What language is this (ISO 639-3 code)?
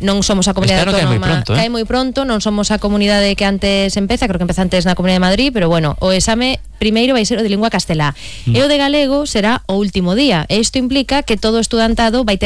glg